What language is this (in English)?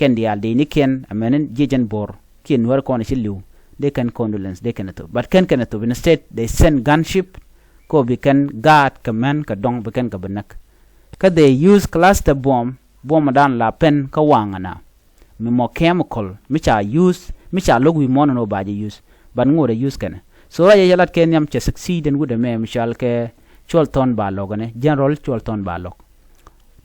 Nuer